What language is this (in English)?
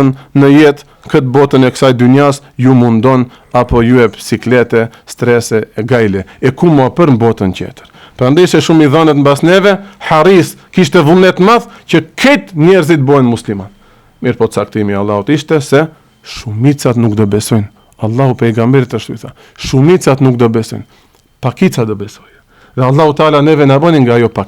Albanian